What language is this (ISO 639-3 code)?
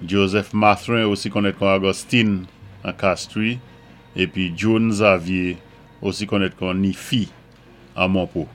acf